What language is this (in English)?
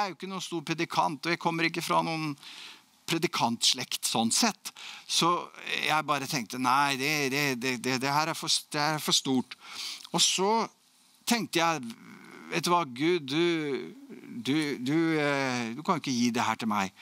Norwegian